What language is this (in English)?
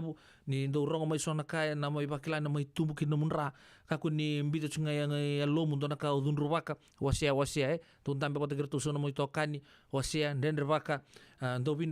Fijian